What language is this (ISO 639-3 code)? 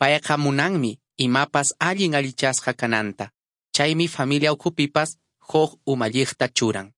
que